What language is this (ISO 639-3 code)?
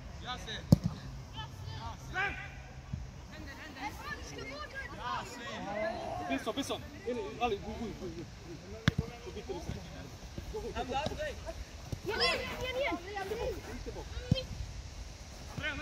swe